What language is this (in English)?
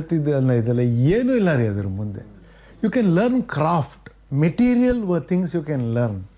Kannada